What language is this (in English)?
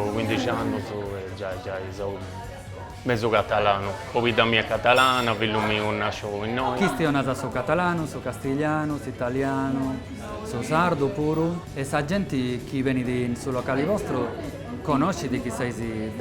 Sardinian